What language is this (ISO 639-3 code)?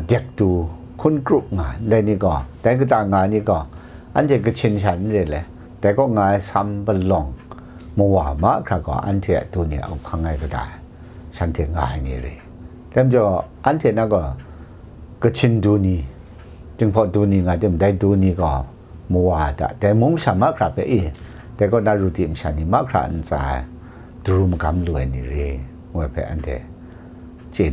kac